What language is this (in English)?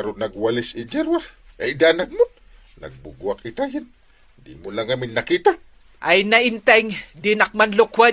Iloko